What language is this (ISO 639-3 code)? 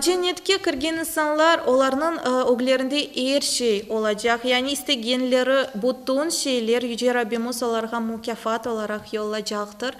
crh